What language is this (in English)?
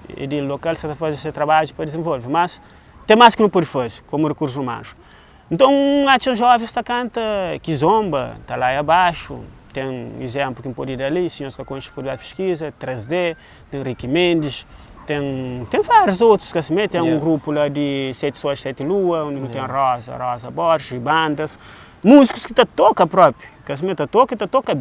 Kabuverdianu